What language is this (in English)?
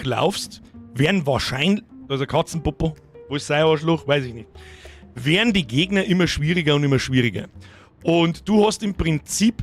Bavarian